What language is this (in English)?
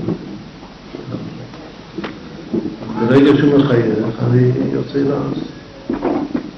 Hebrew